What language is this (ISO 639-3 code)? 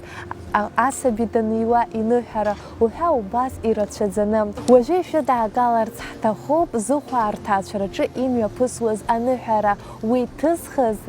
abk